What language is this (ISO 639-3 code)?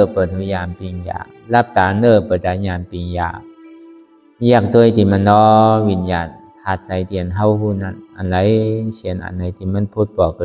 shn